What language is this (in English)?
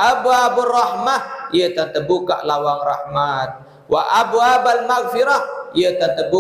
Sasak